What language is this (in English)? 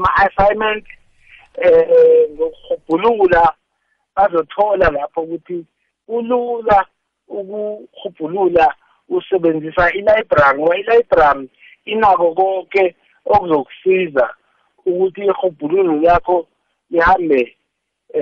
South Ndebele